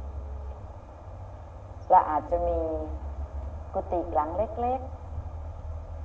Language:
Thai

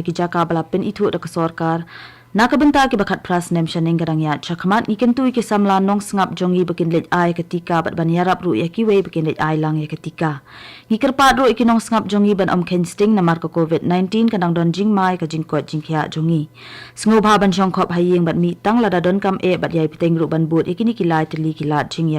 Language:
Khasi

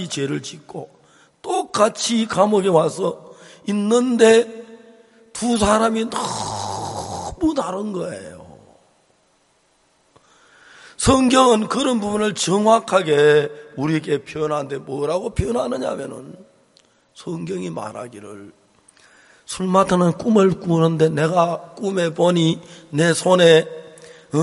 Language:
Korean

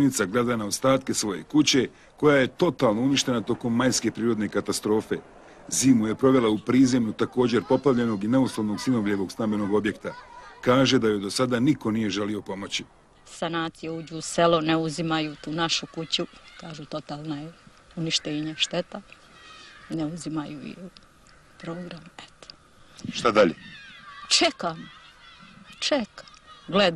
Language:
Bosnian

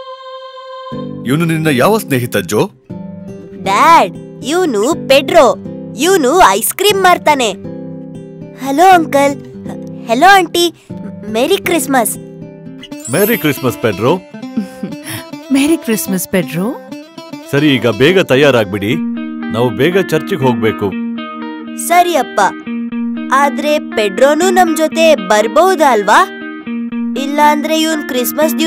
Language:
Kannada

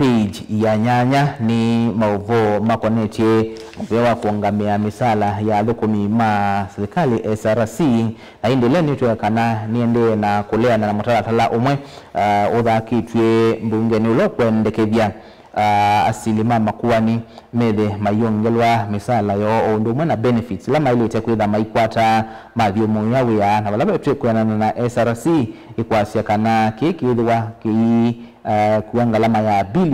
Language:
Kamba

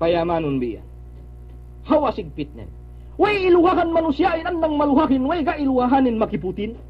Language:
Yakan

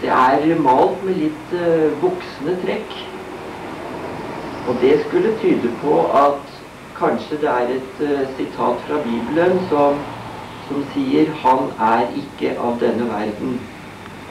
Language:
Norwegian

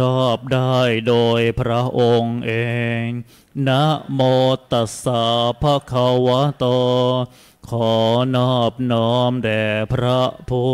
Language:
Thai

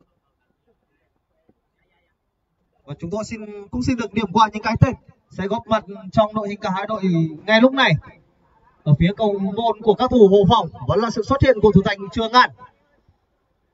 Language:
Vietnamese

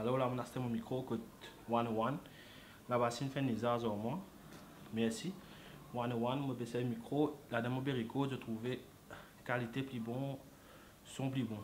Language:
Morisyen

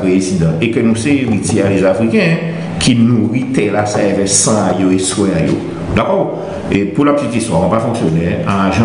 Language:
Guadeloupean Creole French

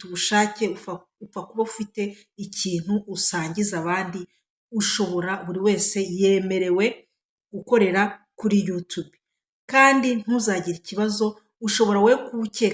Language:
Kinyarwanda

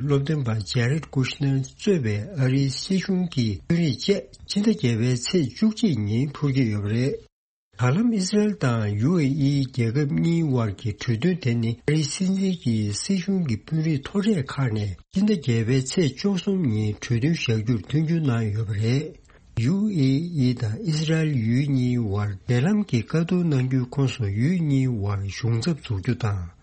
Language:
Tibetan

